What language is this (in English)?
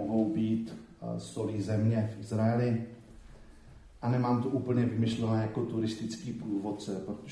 Czech